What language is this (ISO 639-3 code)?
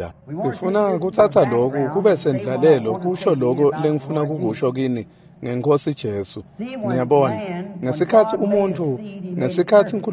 ssw